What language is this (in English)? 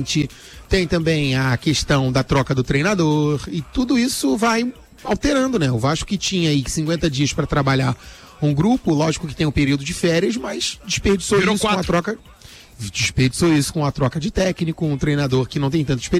Portuguese